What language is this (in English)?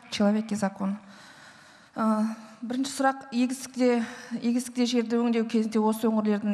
Kazakh